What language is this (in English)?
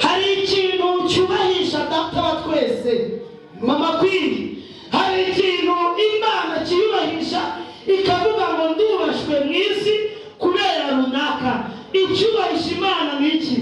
Kinyarwanda